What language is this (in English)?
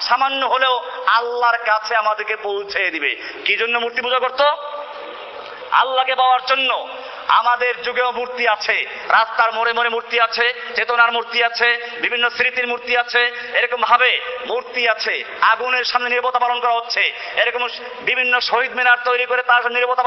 Bangla